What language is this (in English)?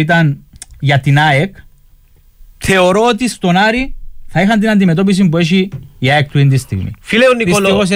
Greek